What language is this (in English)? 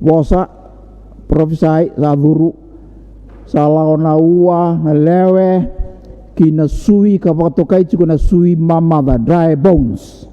Fijian